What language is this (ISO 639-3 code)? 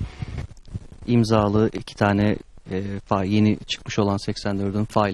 tur